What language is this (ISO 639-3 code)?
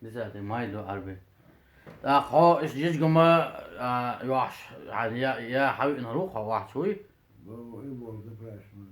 che